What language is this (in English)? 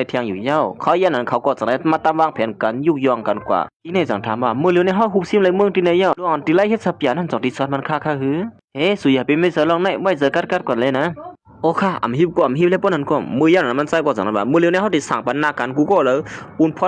Shan